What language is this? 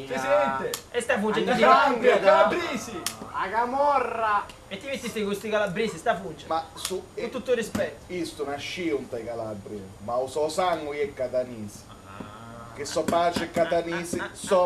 Sicilian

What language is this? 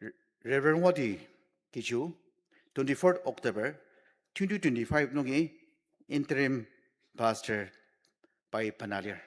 Ao Naga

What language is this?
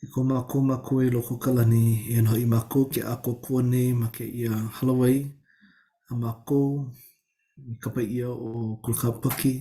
Hawaiian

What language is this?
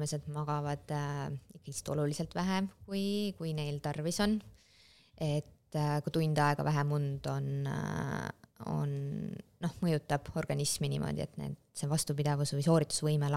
Estonian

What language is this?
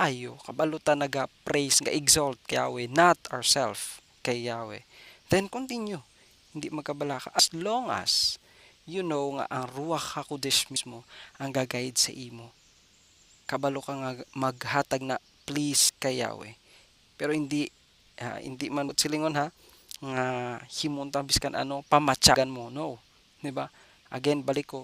Hiligaynon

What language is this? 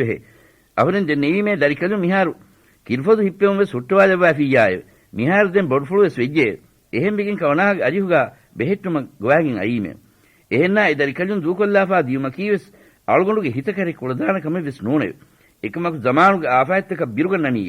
Divehi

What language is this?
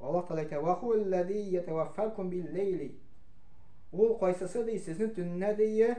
Tatar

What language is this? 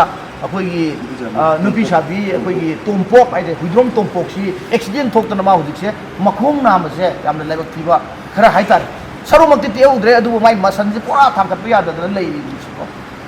Manipuri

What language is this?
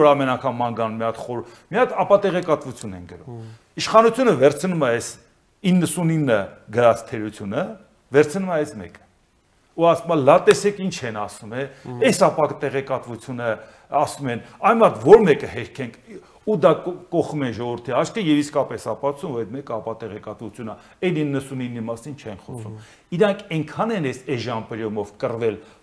Armenian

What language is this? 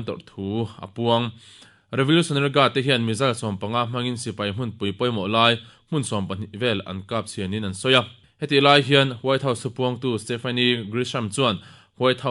Mizo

